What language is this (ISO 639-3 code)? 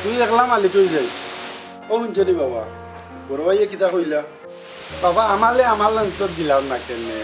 syl